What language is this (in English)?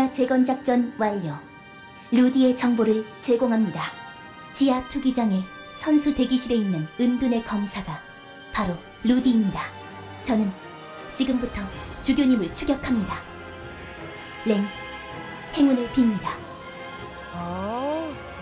Korean